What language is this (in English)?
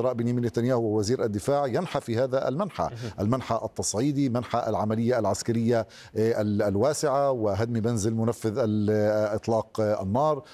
Arabic